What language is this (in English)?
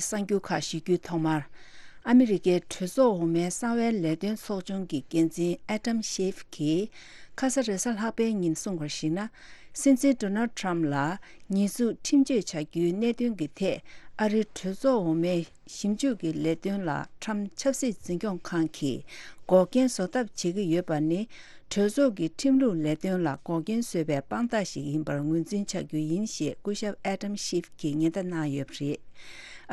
Tibetan